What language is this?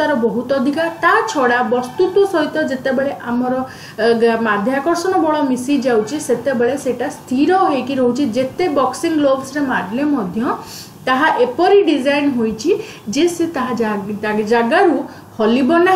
Odia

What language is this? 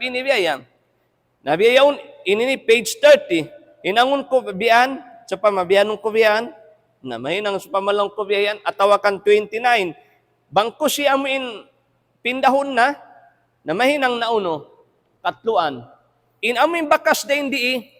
Tausug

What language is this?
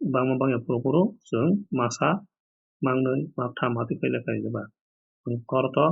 Kok Borok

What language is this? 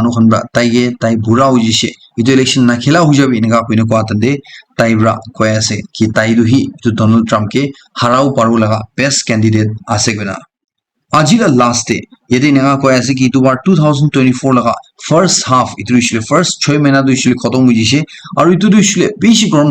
Naga Pidgin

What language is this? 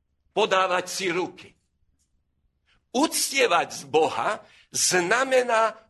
Slovak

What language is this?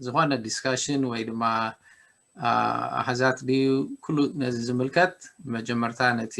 Tigrinya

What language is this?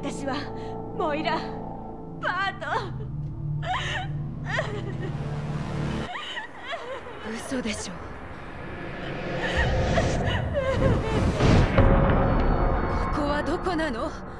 Japanese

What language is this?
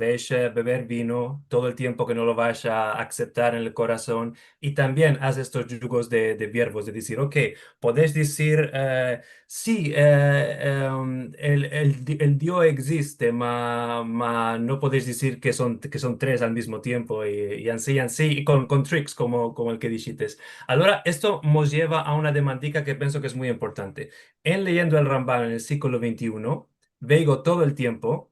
Ladino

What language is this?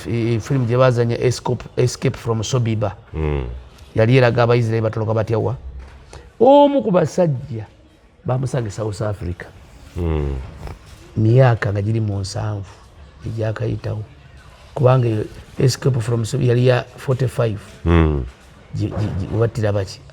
Ganda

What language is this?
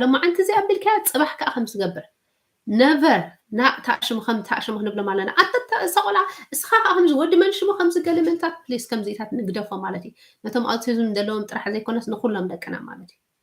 Tigrinya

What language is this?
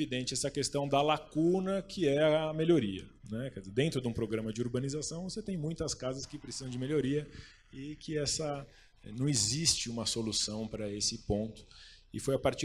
Portuguese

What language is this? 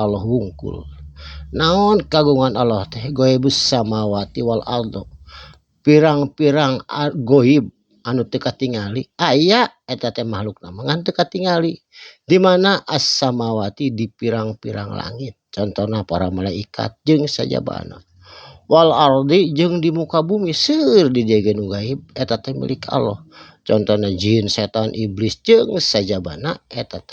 Sundanese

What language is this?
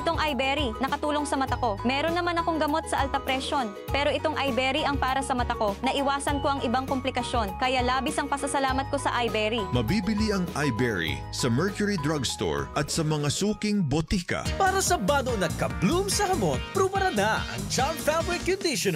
Bikol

